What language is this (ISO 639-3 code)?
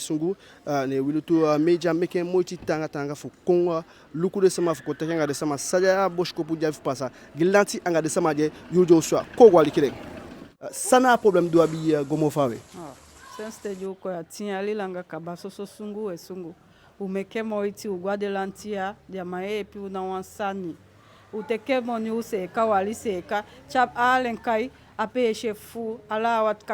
djk